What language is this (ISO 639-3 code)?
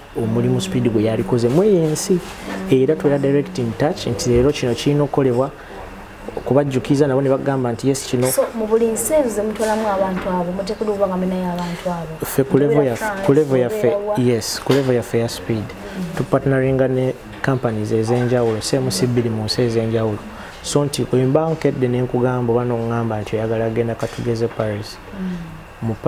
lug